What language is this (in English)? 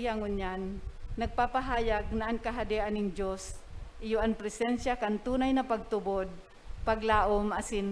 Bikol